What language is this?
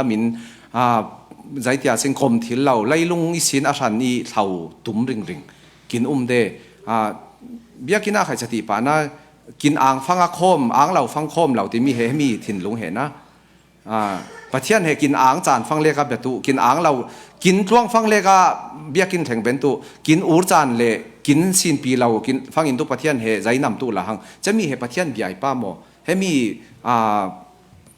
Falam Chin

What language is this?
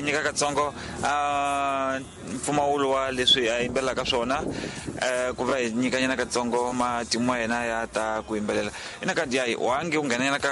Tsonga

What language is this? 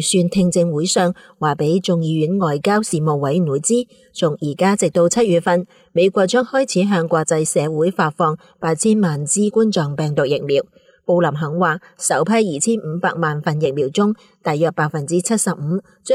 Cantonese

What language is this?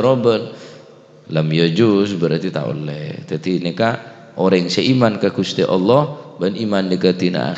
Madurese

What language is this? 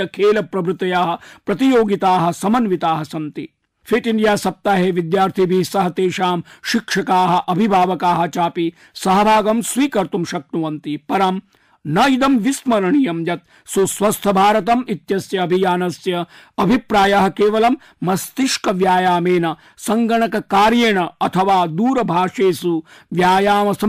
Sanskrit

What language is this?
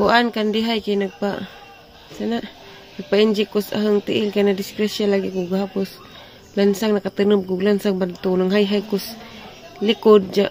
Cebuano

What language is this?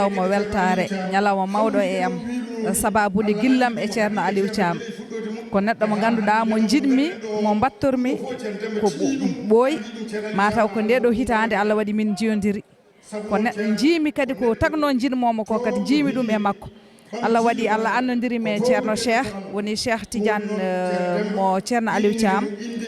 Fula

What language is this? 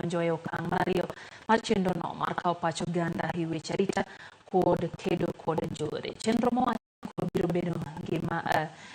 Luo (Kenya and Tanzania)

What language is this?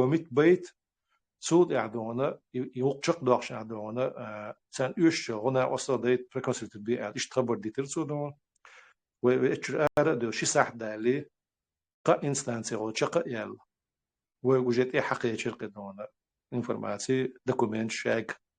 Chechen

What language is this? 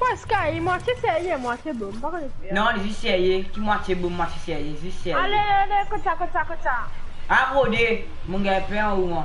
Morisyen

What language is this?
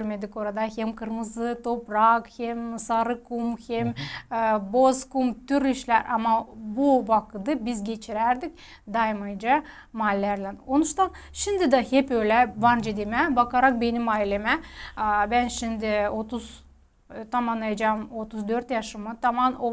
Gagauz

